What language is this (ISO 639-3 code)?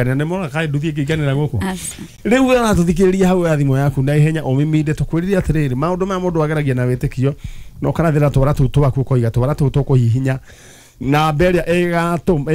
kik